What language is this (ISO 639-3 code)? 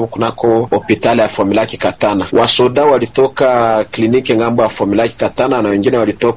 swa